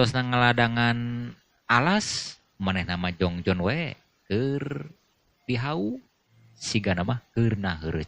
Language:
Sundanese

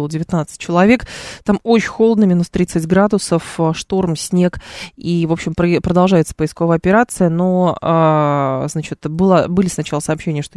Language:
Russian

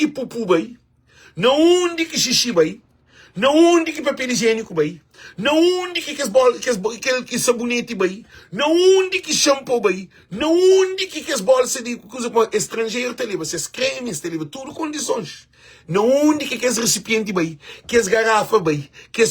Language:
Kabuverdianu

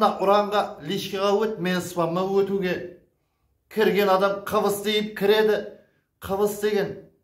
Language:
Kara-Kalpak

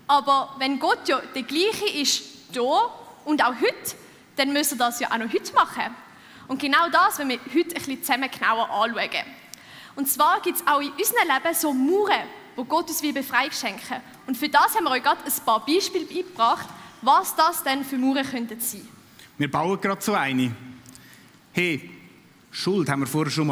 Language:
Swiss German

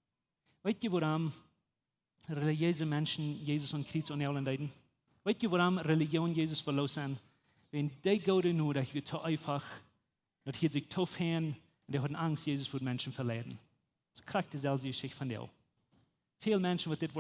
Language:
Plautdietsch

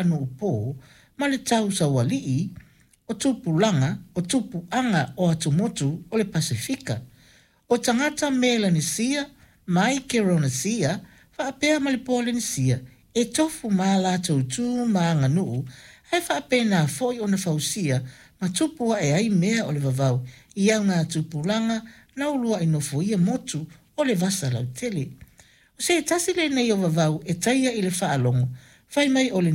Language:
Samoan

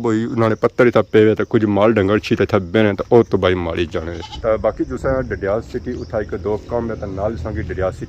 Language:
Pahari-Potwari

